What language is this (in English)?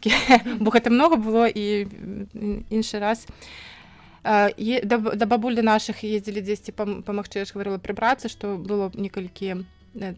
Belarusian